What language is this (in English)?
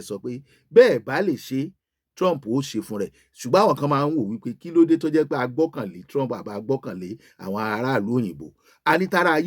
Yoruba